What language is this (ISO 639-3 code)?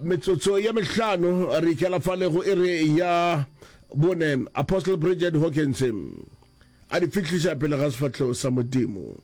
nso